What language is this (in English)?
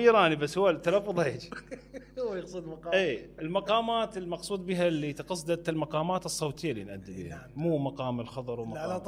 Mesopotamian Arabic